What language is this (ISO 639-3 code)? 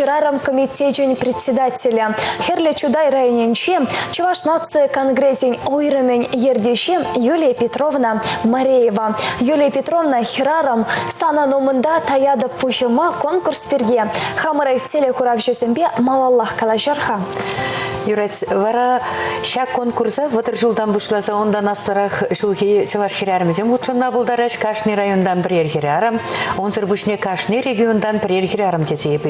chv